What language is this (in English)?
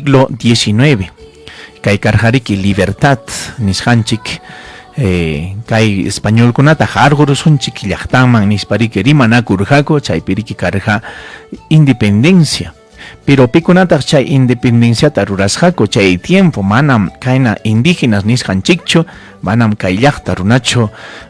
Ayacucho Quechua